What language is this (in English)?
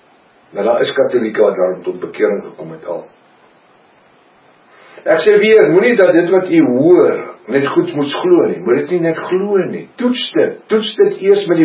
Afrikaans